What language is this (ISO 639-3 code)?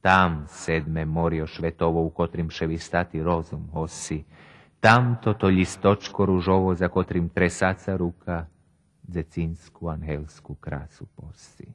rue